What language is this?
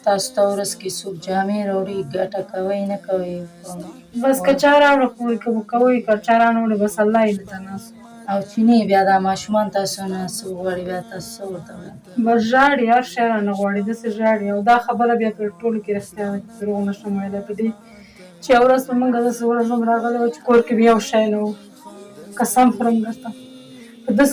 Pashto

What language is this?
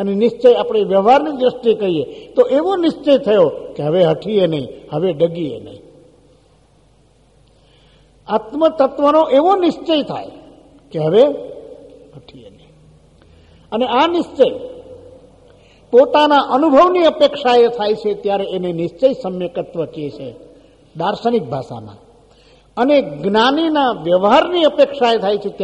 Gujarati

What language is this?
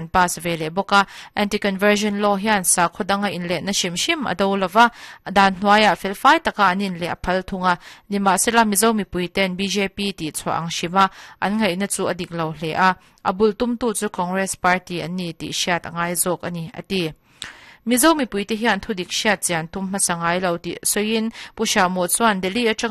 Mizo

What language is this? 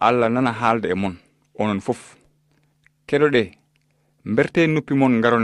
Fula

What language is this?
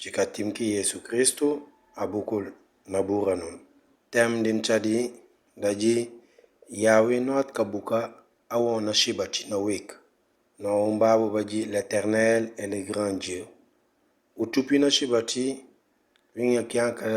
Mankanya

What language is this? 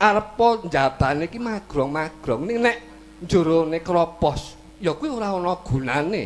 Javanese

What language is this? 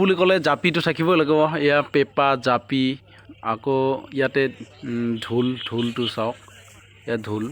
Assamese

